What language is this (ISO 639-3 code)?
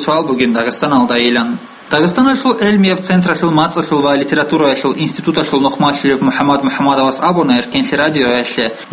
ava